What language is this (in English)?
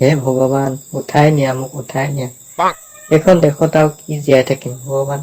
Assamese